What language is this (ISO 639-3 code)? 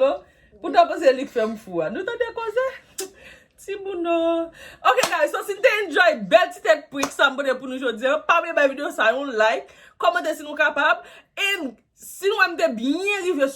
hat